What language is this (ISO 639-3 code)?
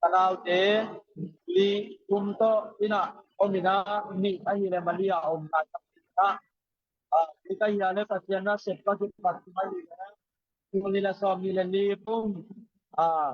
ctd